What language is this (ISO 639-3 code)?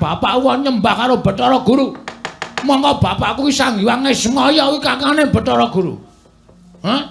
jav